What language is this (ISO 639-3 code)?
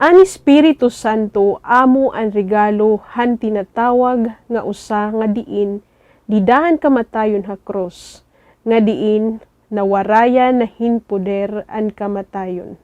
war